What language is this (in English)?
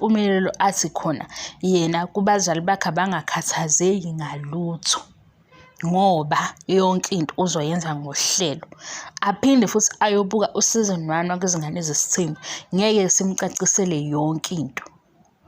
Zulu